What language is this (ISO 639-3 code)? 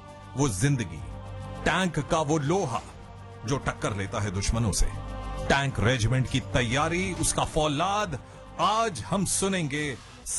hin